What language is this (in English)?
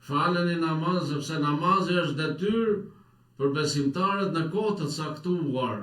Albanian